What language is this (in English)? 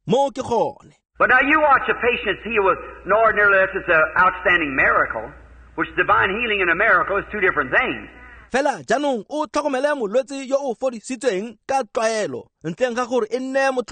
Tswana